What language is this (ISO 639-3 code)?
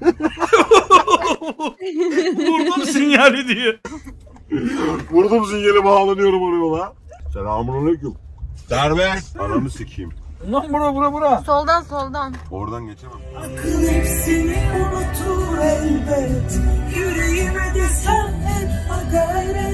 tur